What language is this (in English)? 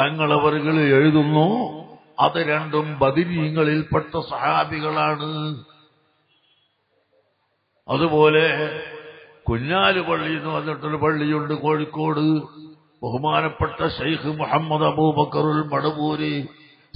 Malayalam